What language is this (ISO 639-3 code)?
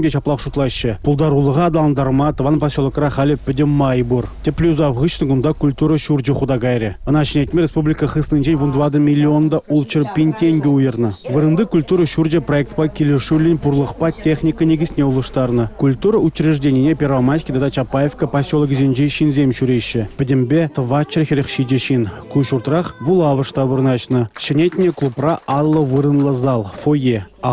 chv